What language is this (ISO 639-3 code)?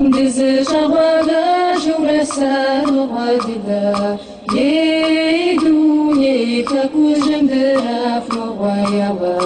kbd